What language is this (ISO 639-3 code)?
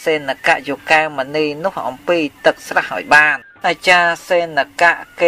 khm